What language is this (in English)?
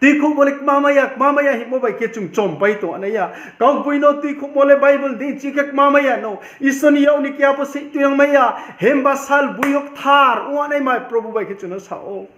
Riang (India)